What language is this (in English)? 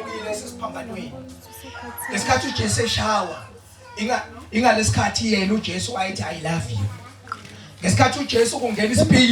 Zulu